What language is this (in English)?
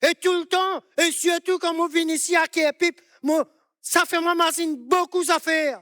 Morisyen